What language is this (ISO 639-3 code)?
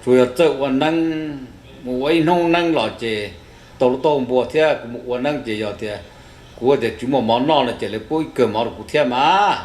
hmn